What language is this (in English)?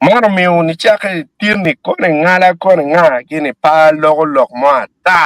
Acoli